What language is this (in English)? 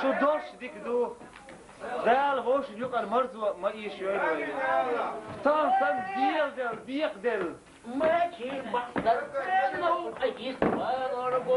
Chechen